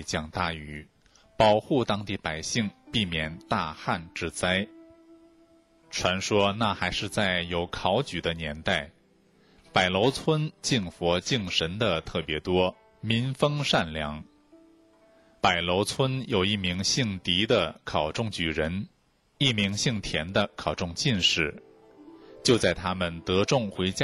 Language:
Chinese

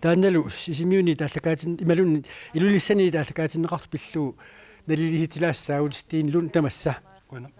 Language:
Kalaallisut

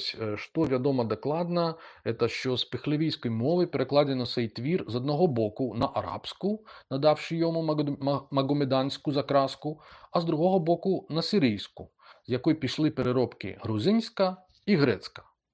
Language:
Belarusian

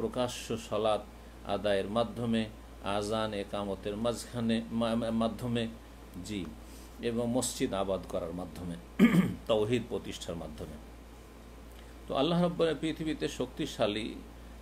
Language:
Bangla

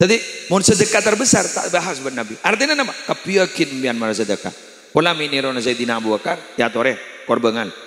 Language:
Madurese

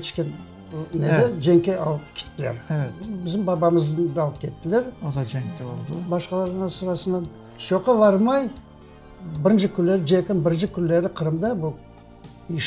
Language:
Crimean Tatar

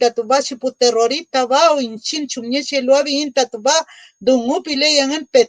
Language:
Mapuche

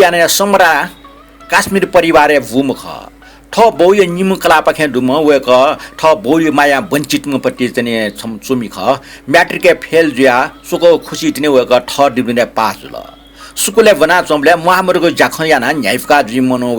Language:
Newari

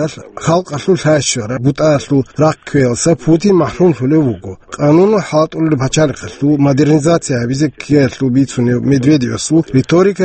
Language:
Avaric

